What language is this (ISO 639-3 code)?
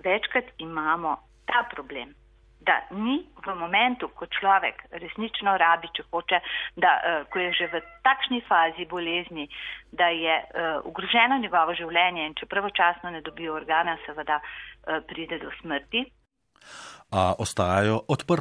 slv